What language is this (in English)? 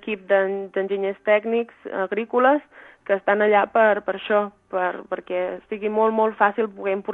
Catalan